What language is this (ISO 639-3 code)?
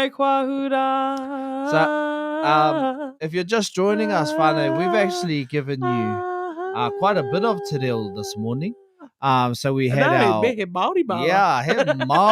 mri